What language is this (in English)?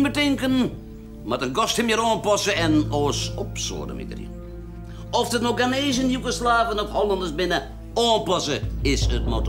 Western Frisian